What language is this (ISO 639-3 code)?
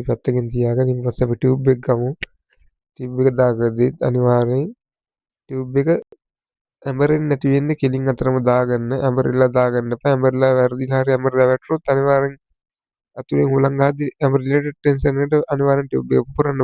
sin